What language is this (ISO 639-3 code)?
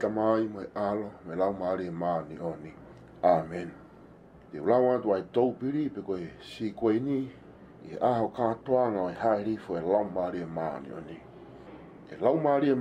ton